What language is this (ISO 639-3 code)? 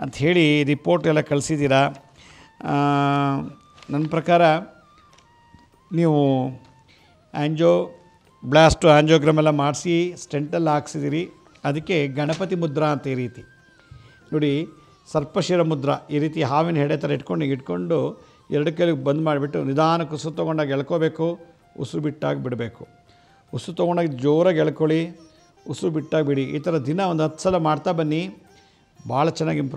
kan